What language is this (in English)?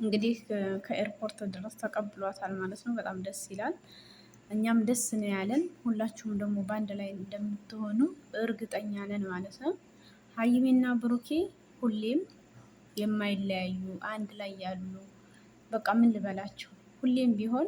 Amharic